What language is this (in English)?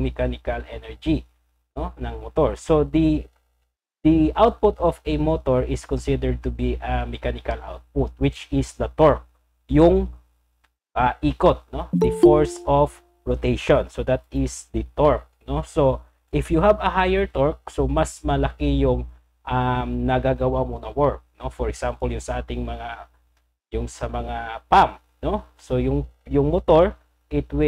Filipino